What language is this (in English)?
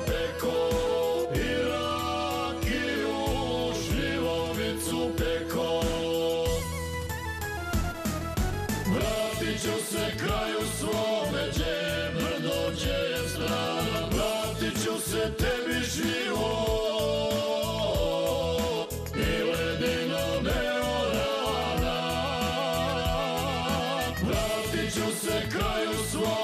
Croatian